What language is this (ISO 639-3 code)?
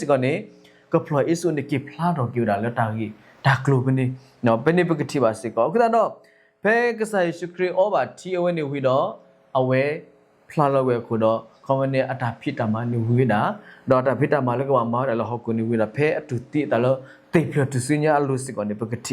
ksw